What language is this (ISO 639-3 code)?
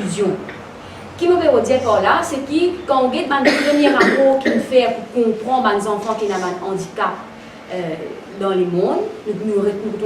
mfe